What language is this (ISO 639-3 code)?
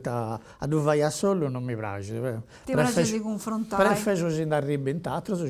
srd